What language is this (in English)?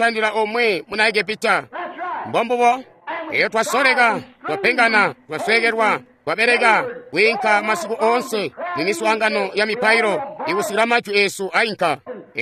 Tonga (Zambia)